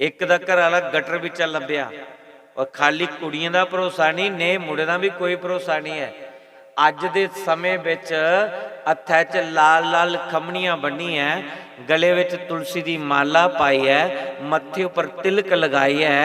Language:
Dogri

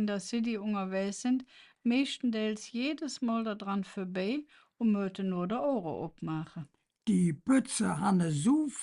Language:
Colognian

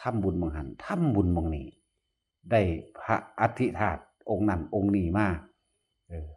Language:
Northeastern Thai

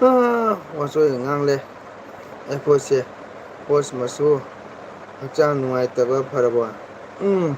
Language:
Manipuri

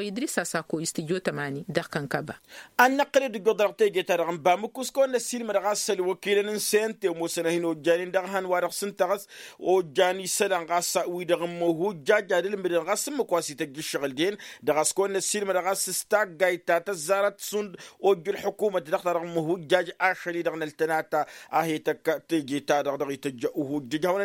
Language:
Tamasheq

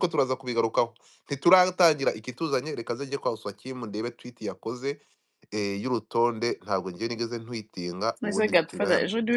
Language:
Kinyarwanda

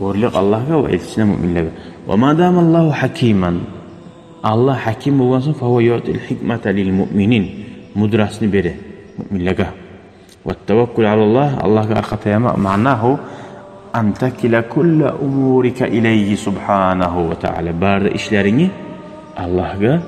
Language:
Kumyk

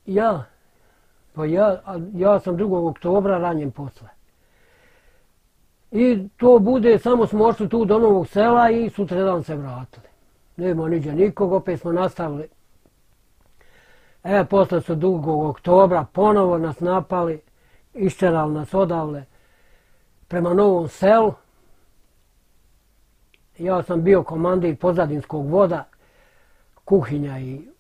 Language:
Bosnian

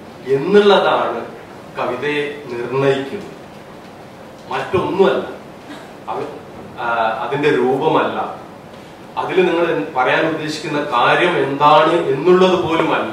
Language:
Malayalam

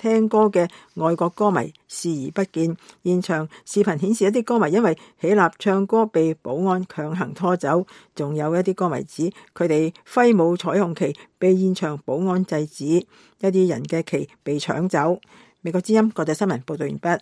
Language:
Cantonese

